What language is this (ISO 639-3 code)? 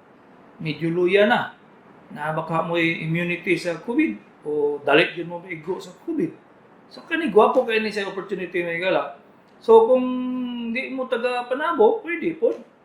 ceb